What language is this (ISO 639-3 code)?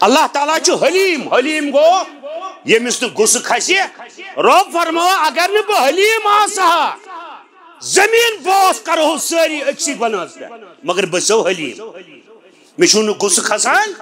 kas